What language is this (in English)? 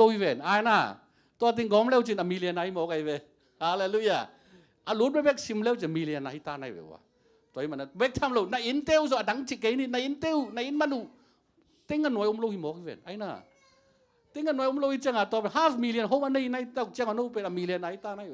Tedim Chin